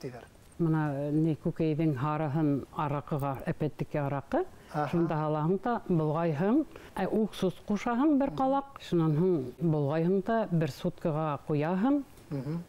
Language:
Bashkir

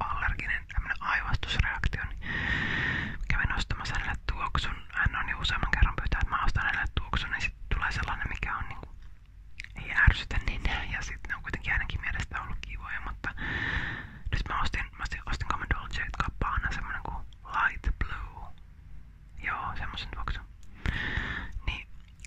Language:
Finnish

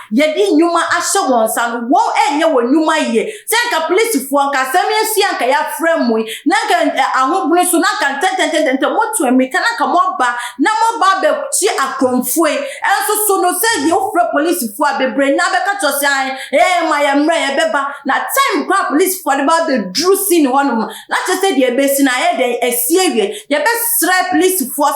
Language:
Akan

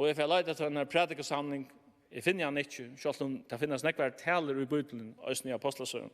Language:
Faroese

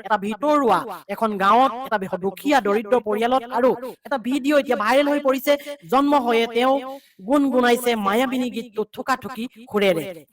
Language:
Assamese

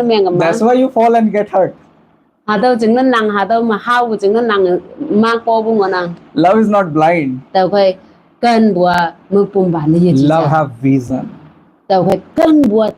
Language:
Konyak Naga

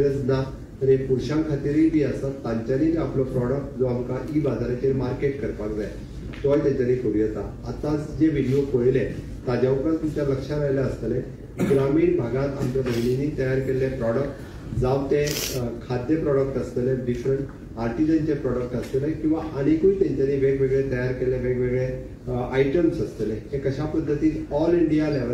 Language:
Konkani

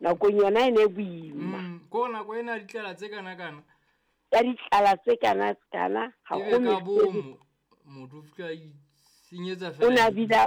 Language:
Southern Sotho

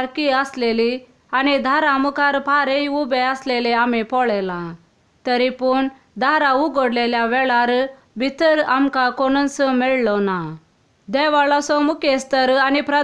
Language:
Konkani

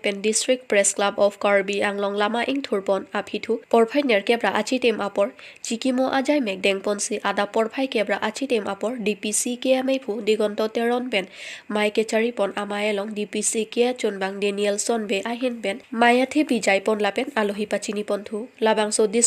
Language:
Karbi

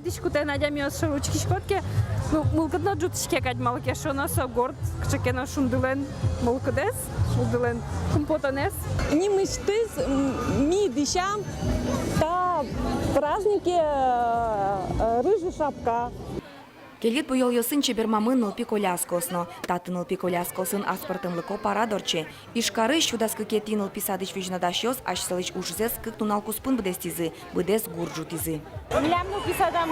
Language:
Udmurt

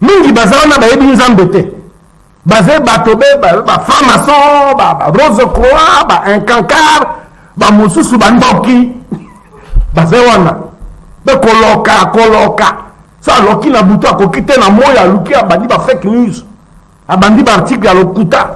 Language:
Lingala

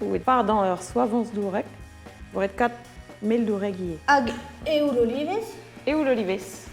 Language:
Breton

